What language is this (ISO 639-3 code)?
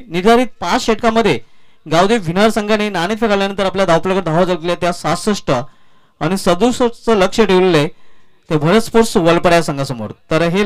mar